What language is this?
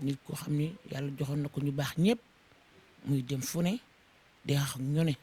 Wolof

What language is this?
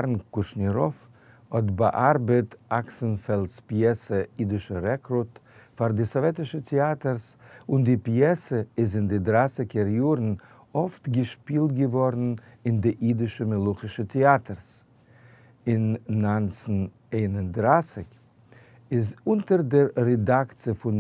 Yiddish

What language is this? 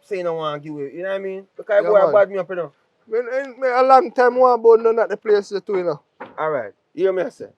Jamaican Creole English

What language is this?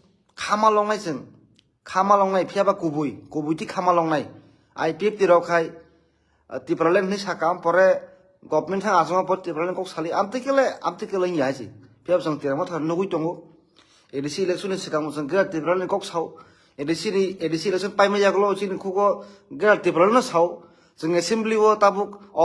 Kok Borok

